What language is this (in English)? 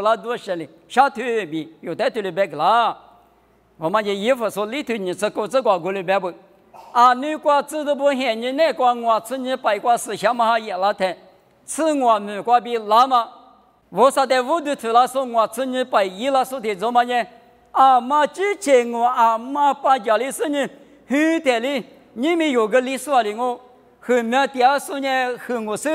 Lisu